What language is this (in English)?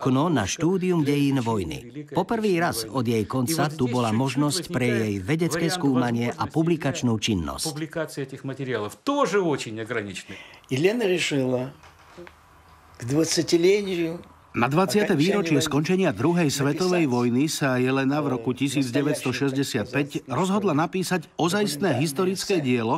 Slovak